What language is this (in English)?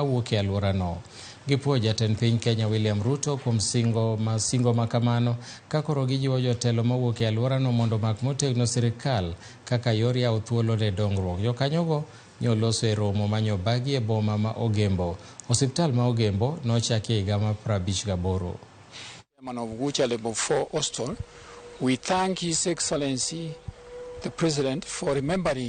Luo (Kenya and Tanzania)